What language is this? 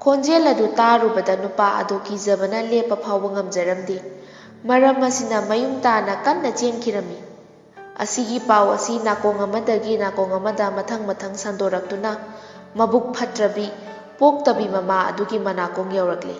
Manipuri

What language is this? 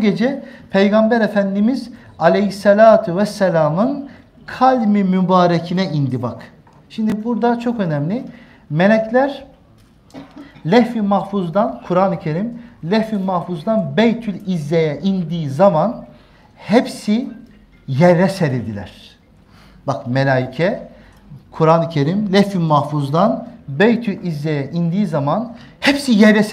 Turkish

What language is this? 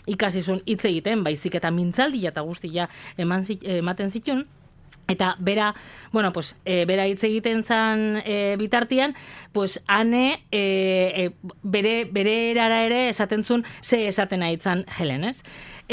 Basque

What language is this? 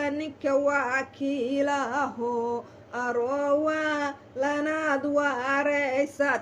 Somali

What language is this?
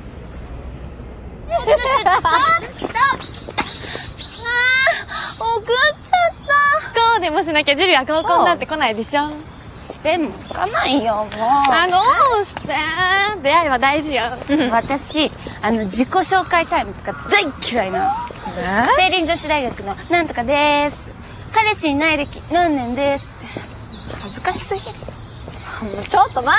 Japanese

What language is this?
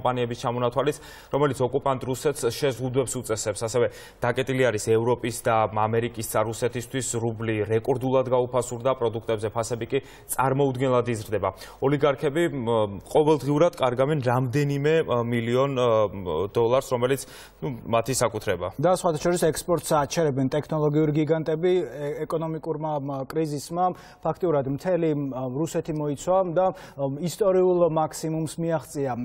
Georgian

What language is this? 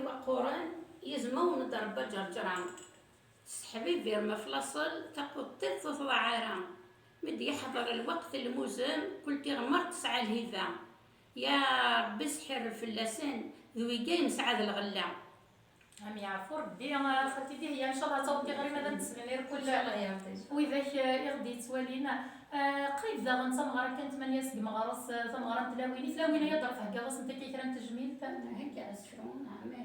Kabyle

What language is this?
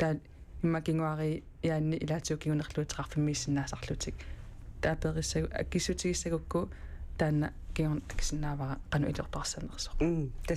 Kalaallisut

